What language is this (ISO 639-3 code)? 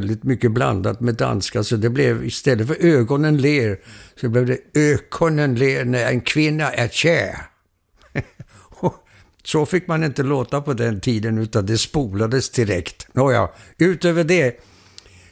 swe